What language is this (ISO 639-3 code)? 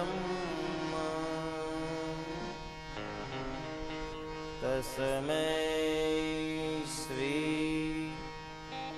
guj